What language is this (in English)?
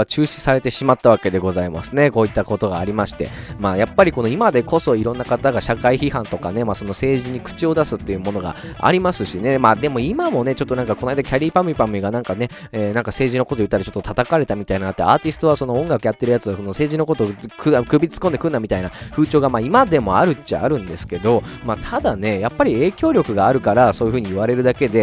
Japanese